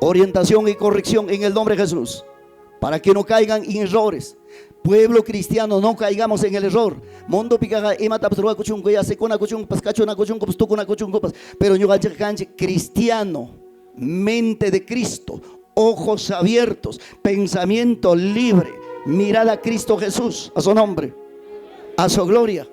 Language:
Ayacucho Quechua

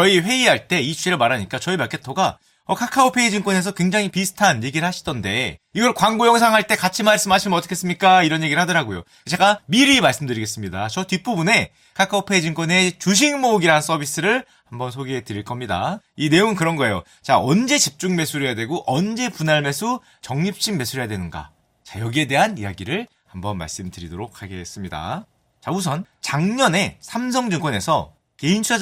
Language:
Korean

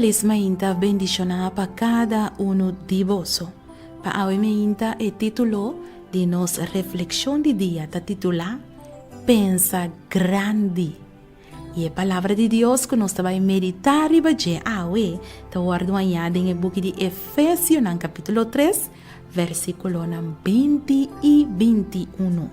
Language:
Papiamento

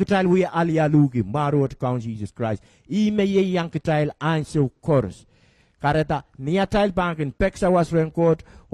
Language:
Pohnpeian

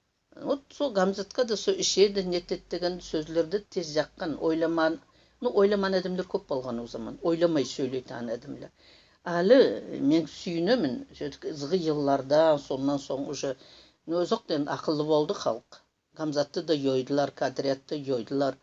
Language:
Nogai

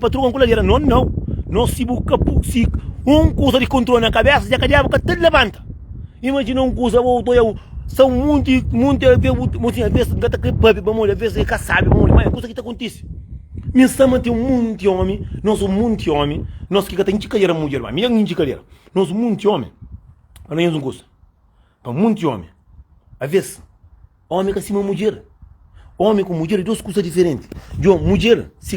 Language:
Kabuverdianu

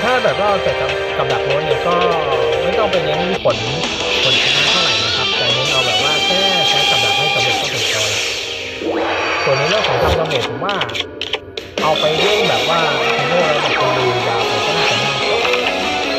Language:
Thai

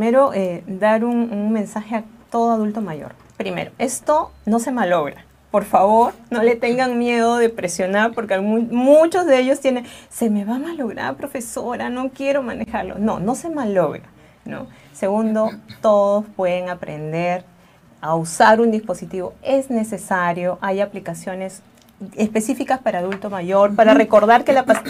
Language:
Spanish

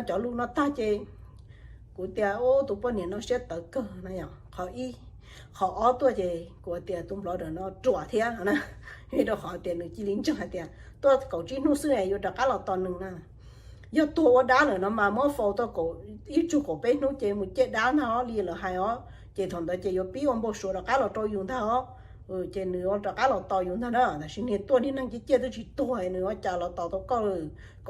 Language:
Hmong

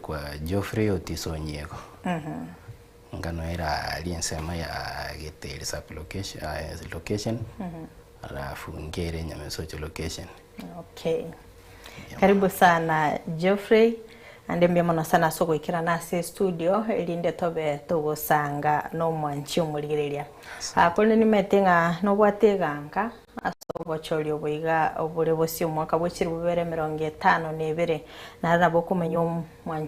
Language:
Gusii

